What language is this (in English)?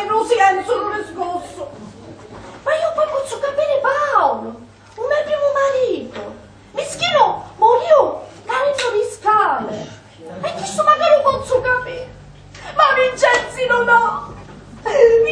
Sicilian